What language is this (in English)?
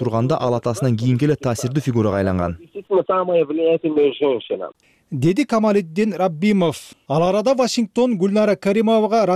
Kyrgyz